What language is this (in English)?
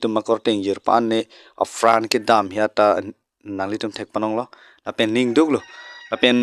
Karbi